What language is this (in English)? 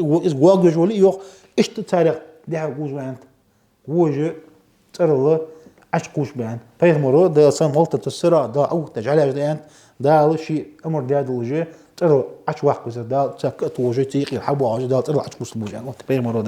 Ingush